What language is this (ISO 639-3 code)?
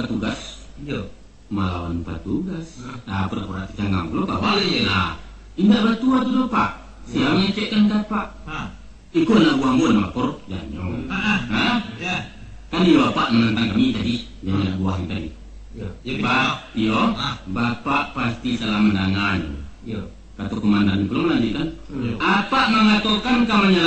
min